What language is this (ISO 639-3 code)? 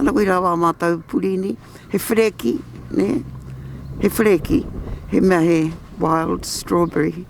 mri